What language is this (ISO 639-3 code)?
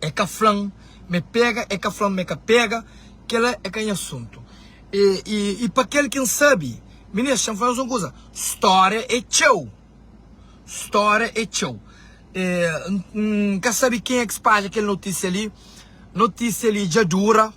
kea